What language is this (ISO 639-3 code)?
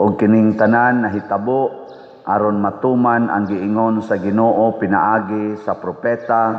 ceb